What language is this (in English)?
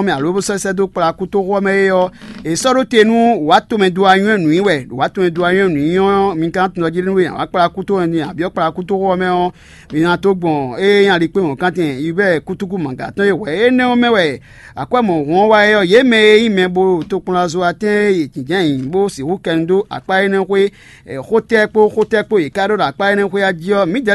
Fon